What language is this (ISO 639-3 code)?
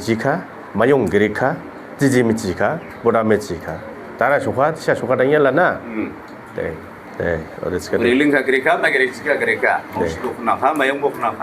dis